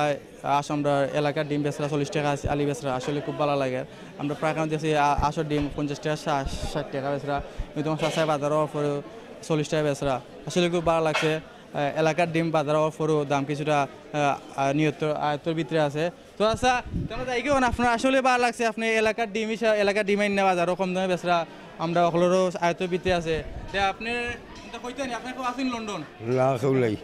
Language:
Sylheti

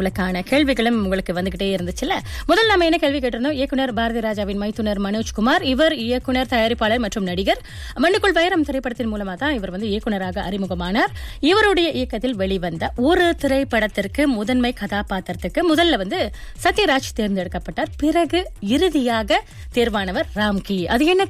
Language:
Tamil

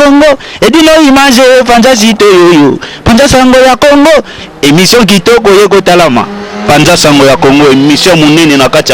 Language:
Lingala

